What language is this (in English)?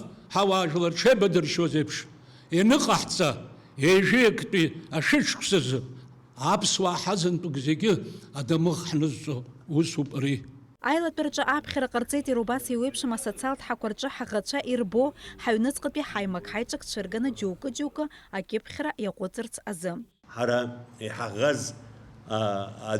Abkhazian